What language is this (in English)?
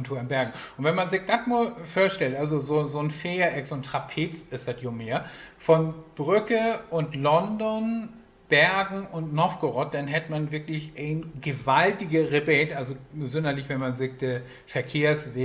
Low German